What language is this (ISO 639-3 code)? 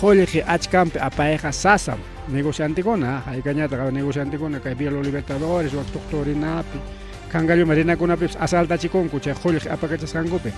quy